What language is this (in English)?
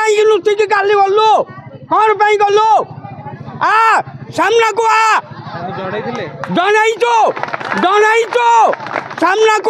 Odia